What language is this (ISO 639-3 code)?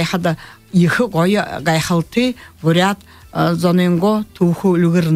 bua